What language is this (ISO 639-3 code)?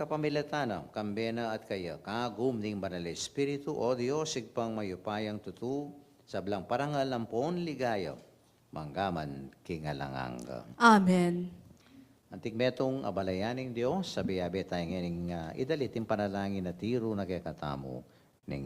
pam